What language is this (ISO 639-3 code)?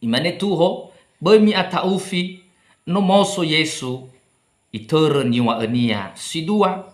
nia